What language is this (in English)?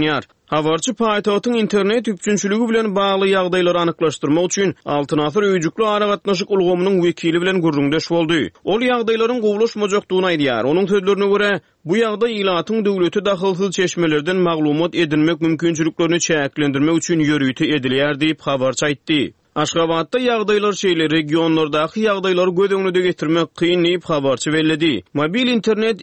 Turkmen